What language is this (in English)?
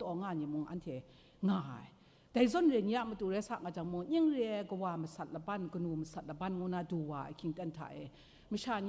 Kachin